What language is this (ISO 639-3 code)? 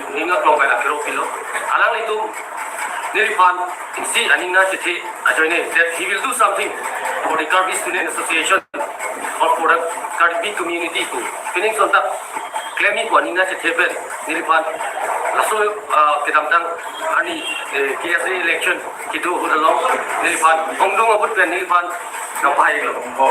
mjw